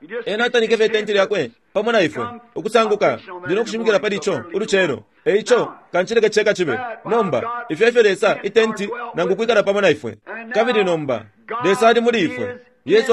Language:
Bemba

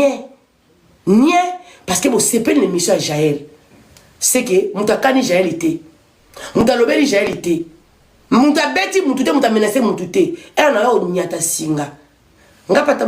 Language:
Lingala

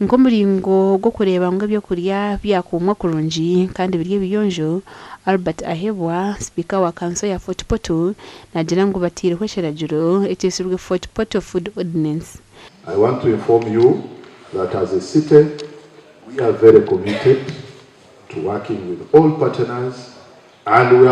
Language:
Nyankole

